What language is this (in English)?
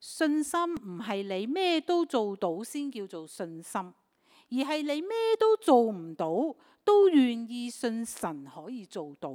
Cantonese